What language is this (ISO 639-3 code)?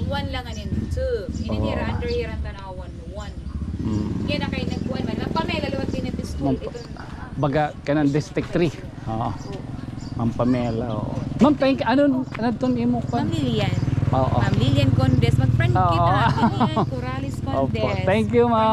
war